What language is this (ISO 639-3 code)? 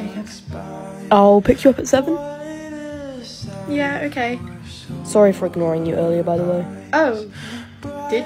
eng